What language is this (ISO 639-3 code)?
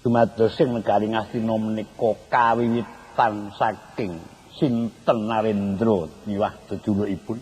jav